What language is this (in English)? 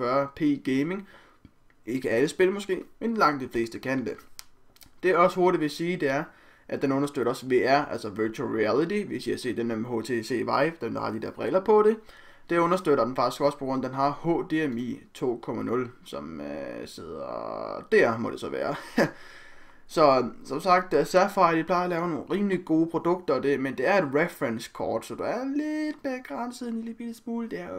Danish